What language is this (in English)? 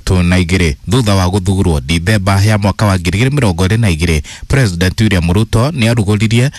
Kikuyu